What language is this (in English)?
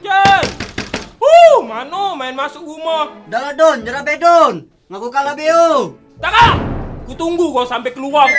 Musi